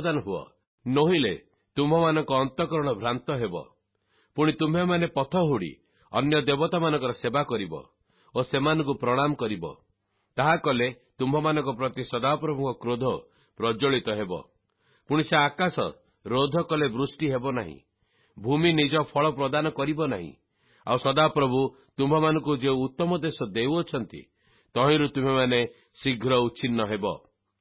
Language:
Odia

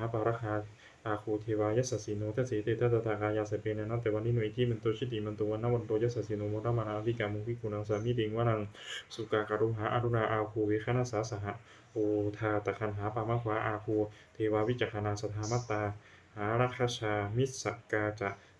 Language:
Pali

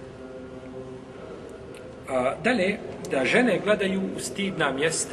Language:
Bosnian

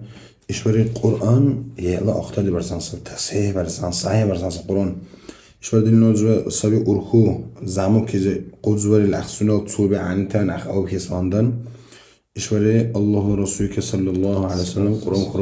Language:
Dargwa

